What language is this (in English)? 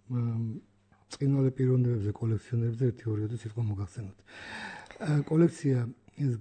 Georgian